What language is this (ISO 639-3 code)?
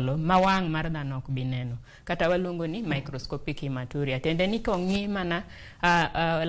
luo